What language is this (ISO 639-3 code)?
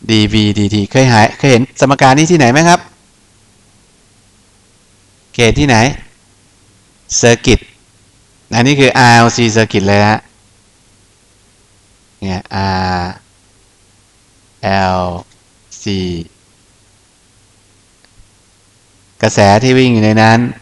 tha